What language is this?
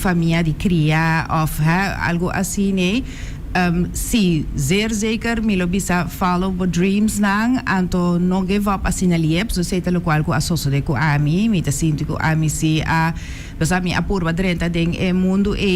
Papiamento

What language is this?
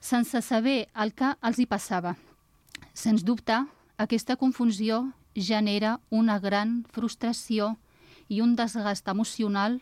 Catalan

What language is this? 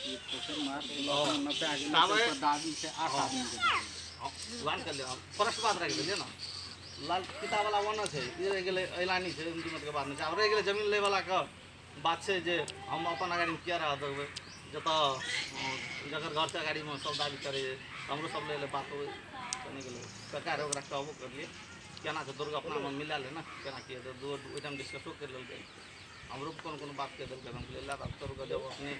Maithili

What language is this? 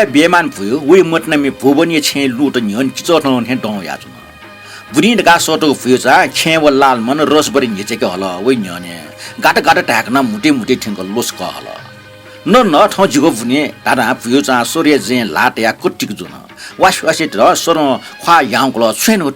Newari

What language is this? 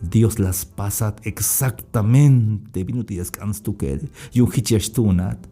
Tzeltal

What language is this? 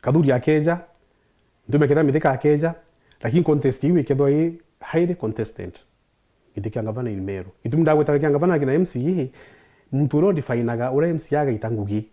Meru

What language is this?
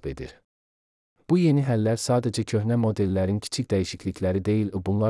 Azerbaijani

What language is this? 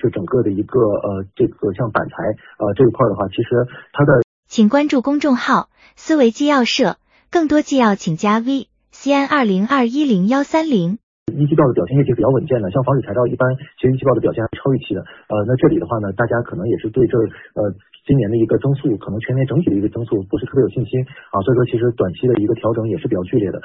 Chinese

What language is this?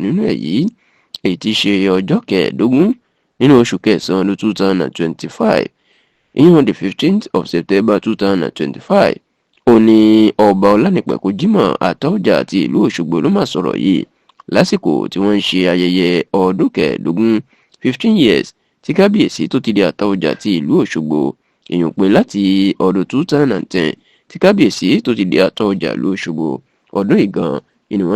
Yoruba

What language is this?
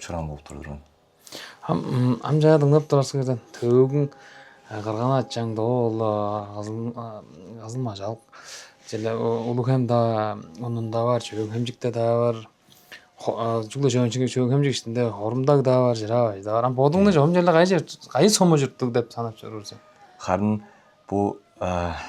Tuvinian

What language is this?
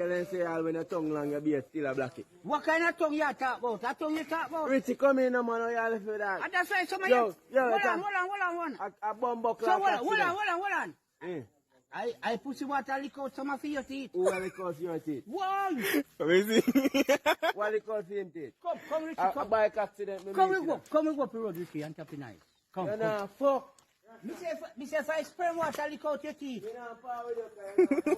Jamaican Creole English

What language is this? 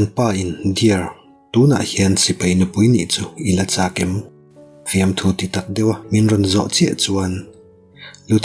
Mizo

